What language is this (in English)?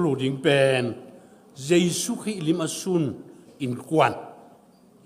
Tedim Chin